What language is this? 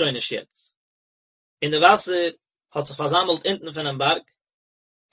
Yiddish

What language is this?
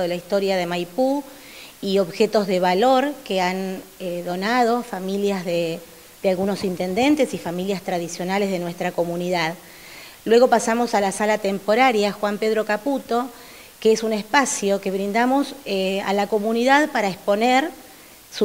Spanish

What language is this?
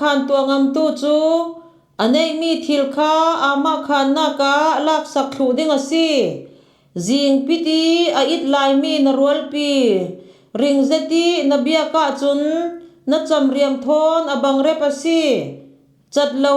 Falam Chin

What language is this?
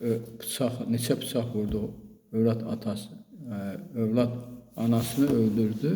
Azerbaijani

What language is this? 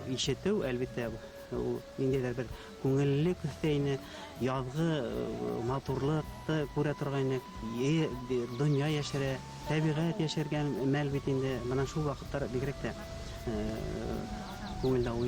Bashkir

